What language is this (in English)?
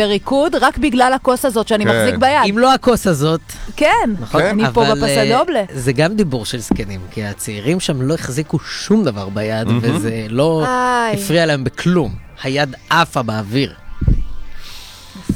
Hebrew